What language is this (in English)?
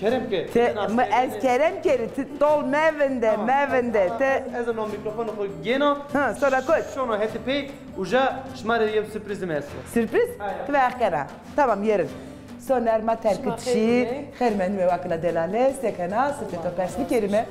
Zaza